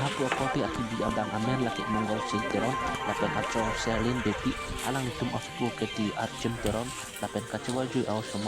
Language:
Karbi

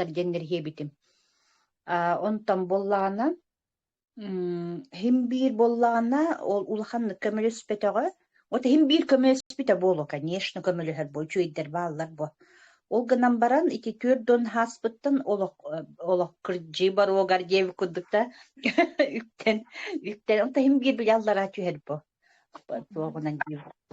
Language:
Yakut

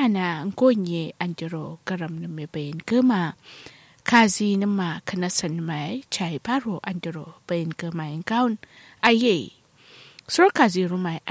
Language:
Kanuri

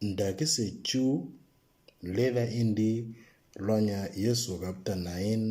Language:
Moro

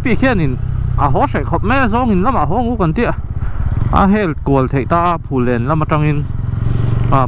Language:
Mizo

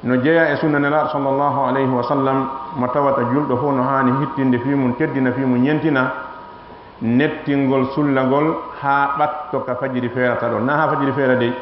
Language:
Fula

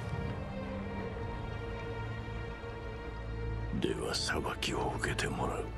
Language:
Japanese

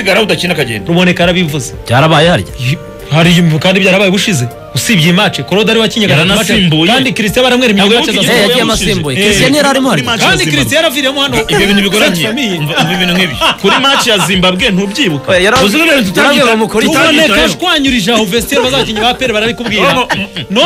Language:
Kinyarwanda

